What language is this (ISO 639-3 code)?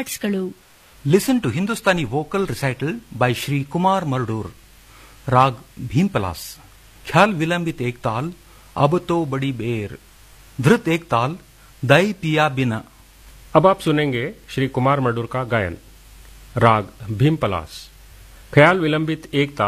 kan